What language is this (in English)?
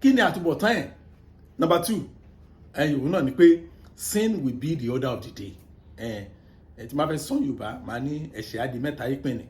Yoruba